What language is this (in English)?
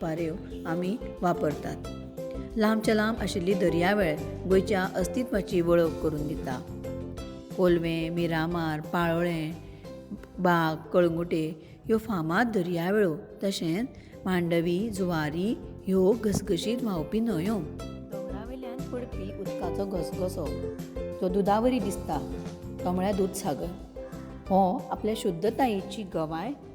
Konkani